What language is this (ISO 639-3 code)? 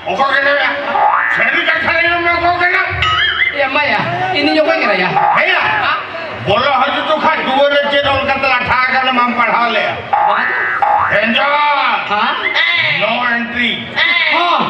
sat